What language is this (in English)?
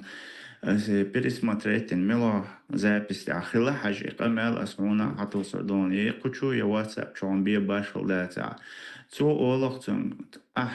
Chechen